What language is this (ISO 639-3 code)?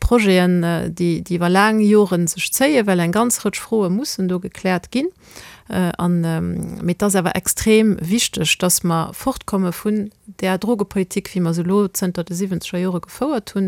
ltz